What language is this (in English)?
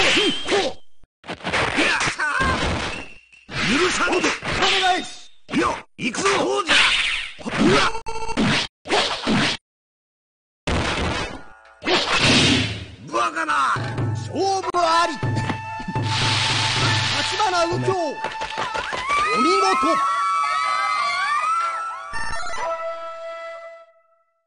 Japanese